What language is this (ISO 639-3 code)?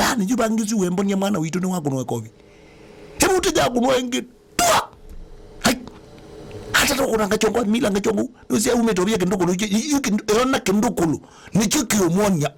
kam